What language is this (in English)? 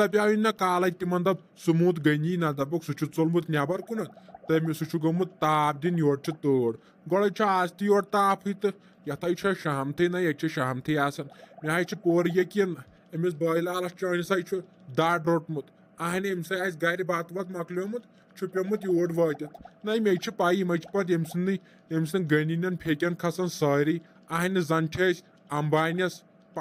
Kashmiri